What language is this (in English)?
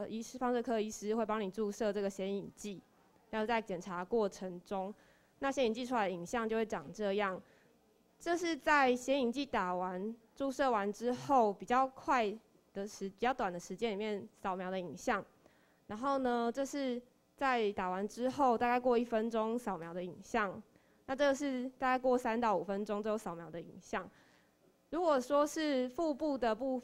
Chinese